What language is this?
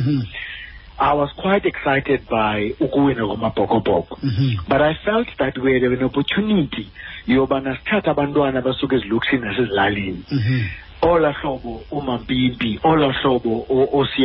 Xhosa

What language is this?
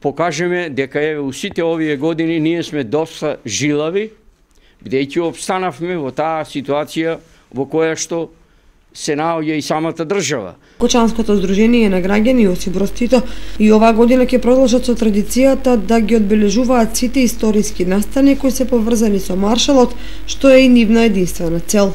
Macedonian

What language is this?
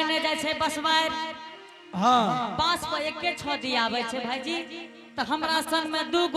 Angika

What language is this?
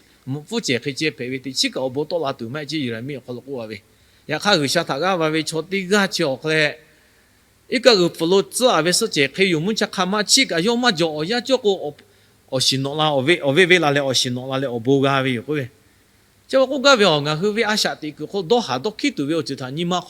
Lahu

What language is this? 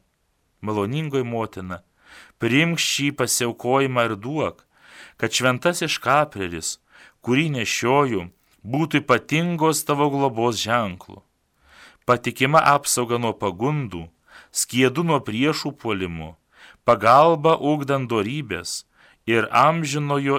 Lithuanian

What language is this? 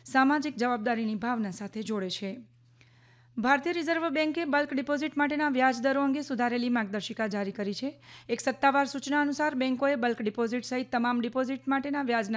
Gujarati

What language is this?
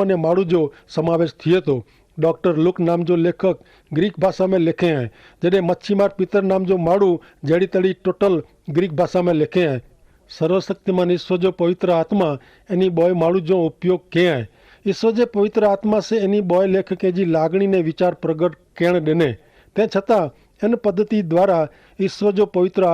Kachhi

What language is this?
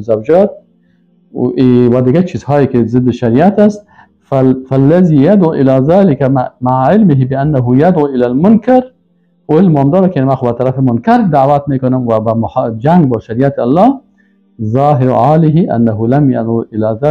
Tajik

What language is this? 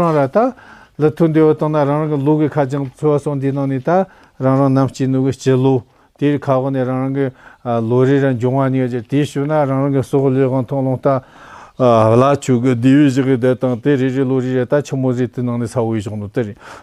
Tibetan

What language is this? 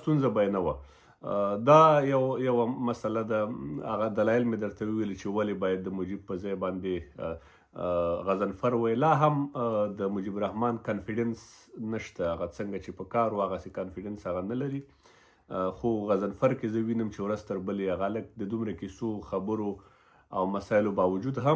Pashto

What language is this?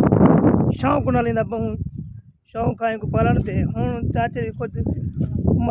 Saraiki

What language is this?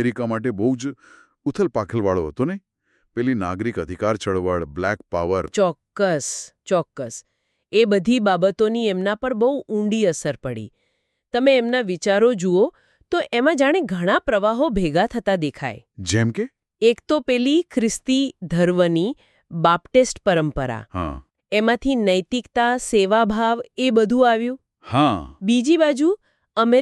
Gujarati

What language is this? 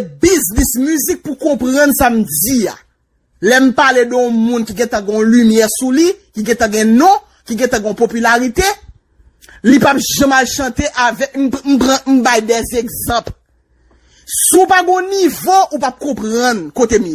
Haitian Creole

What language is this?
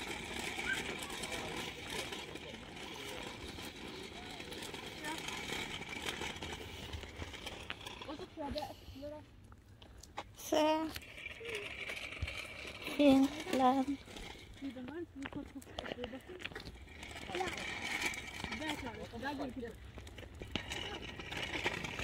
Norwegian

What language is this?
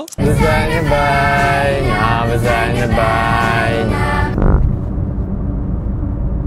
Dutch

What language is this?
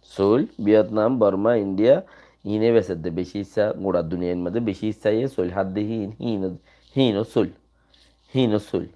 Rohingya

